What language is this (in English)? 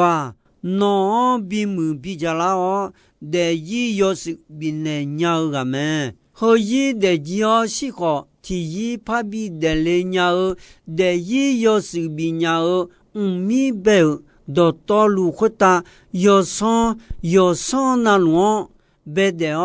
Akha